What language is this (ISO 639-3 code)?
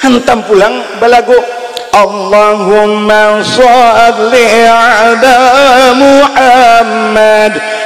bjn